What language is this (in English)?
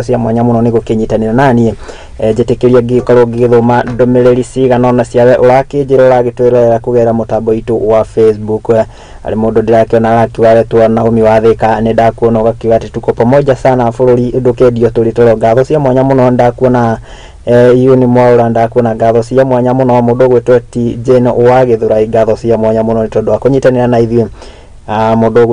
Kikuyu